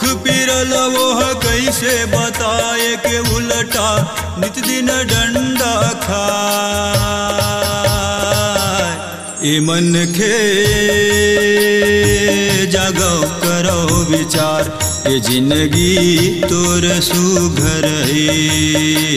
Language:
Chhattisgarhi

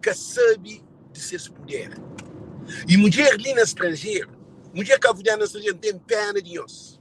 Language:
Kabuverdianu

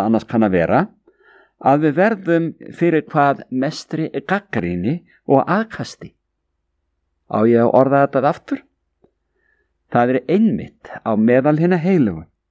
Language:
Icelandic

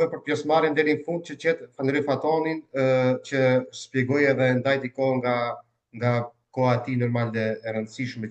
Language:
Albanian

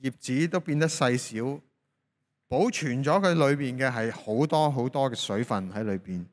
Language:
Cantonese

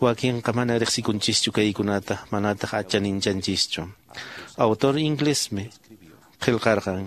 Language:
Quechua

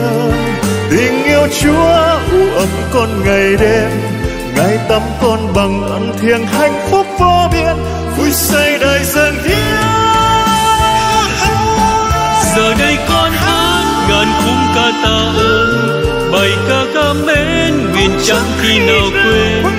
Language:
Vietnamese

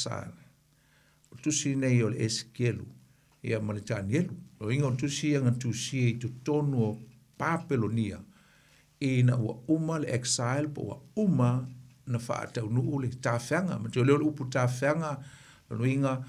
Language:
Samoan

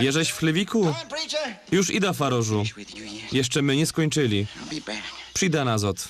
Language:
Silesian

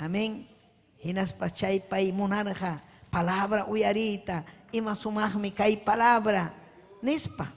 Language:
Ayacucho Quechua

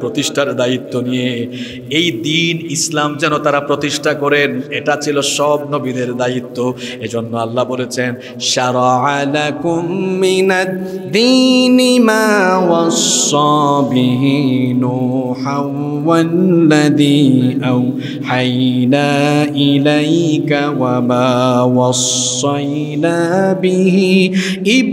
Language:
Bangla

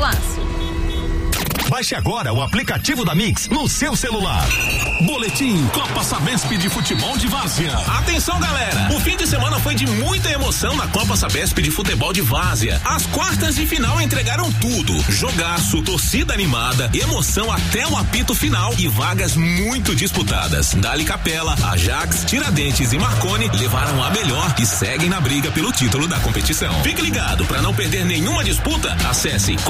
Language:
Portuguese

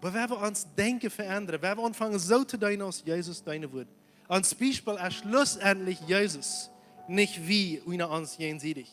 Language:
Plautdietsch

